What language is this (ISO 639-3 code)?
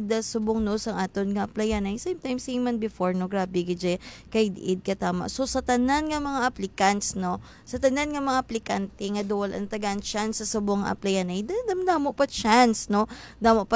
hil